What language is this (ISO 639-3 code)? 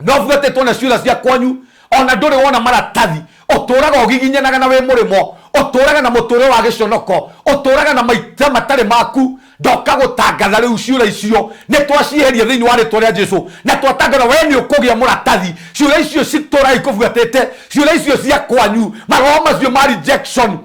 kik